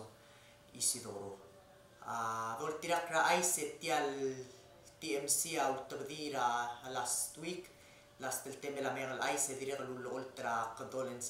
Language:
Palauan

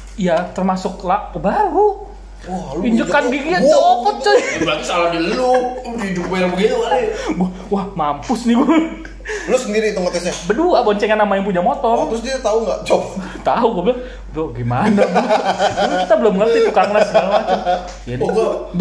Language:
Indonesian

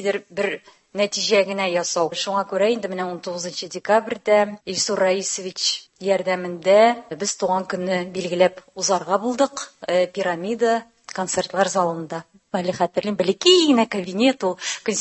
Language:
Tatar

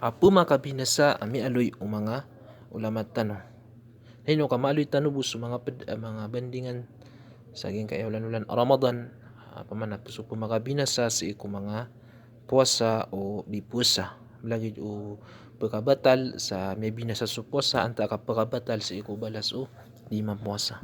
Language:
Maranao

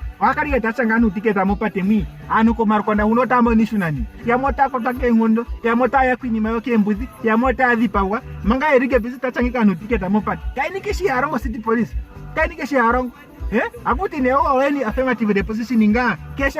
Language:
Ndonga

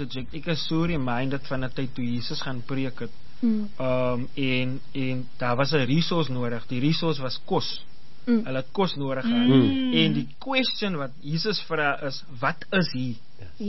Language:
Afrikaans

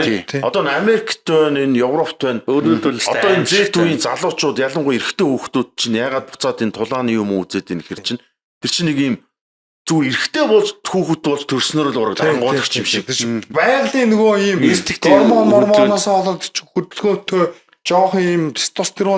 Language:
Mongolian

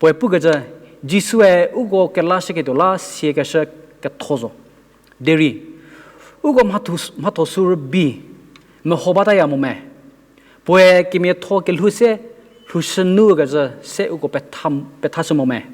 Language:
Angami Naga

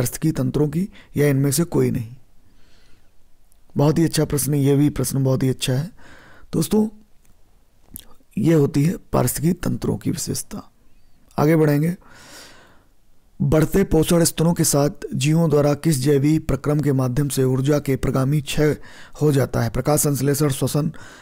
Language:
Hindi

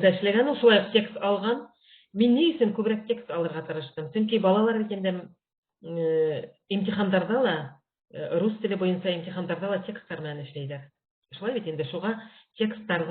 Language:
Bashkir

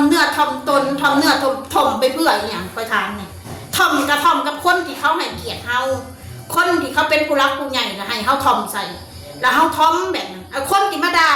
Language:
Northeastern Thai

